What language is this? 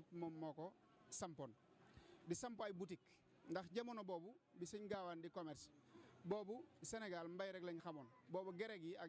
Wolof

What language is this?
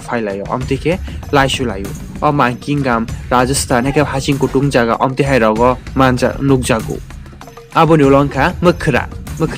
Kok Borok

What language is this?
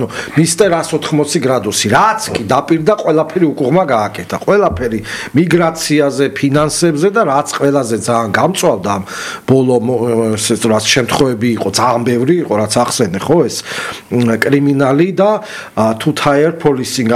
Georgian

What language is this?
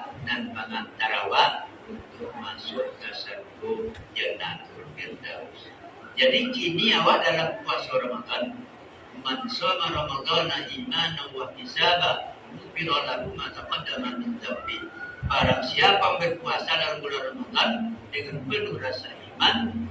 Minangkabau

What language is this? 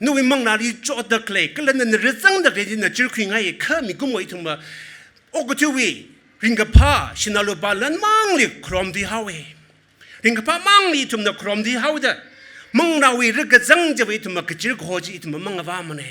Tangkhul Naga (India)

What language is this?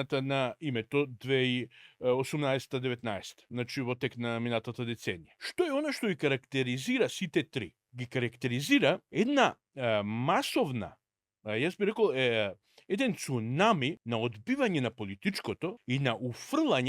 Macedonian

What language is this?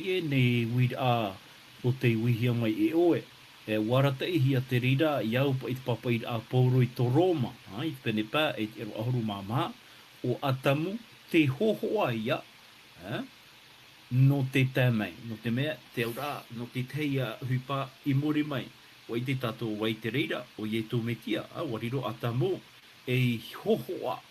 Tahitian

